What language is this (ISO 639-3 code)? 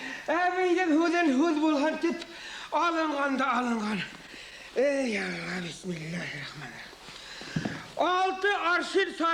bak